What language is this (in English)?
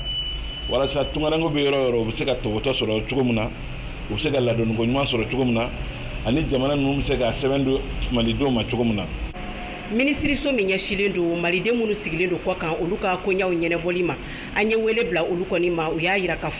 Bambara